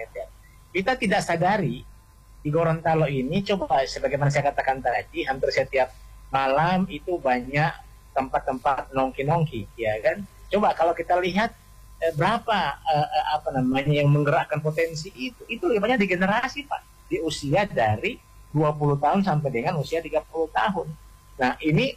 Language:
Indonesian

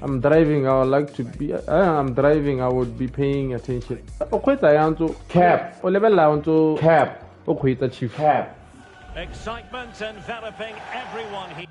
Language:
Tswana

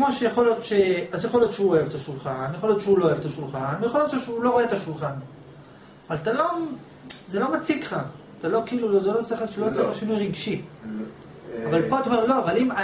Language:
Hebrew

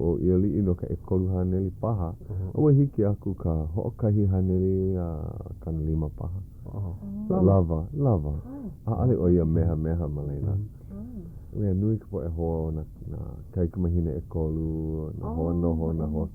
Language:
Hawaiian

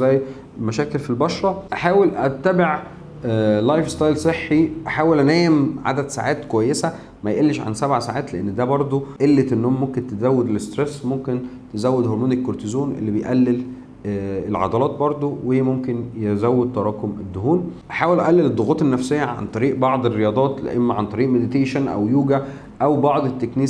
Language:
Egyptian Arabic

